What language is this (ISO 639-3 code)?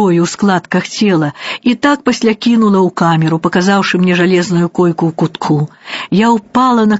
bel